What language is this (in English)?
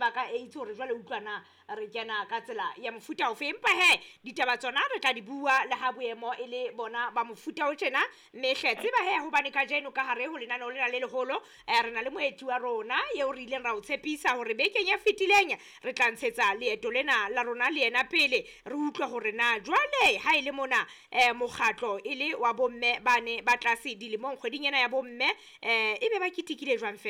Southern Sotho